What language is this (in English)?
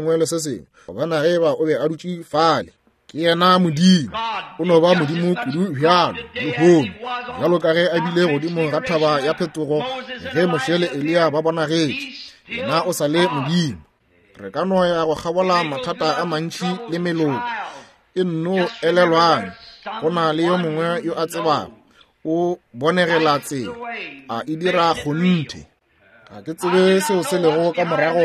Northern Sotho